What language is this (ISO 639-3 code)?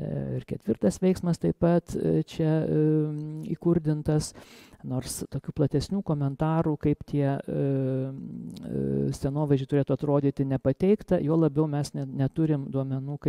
lit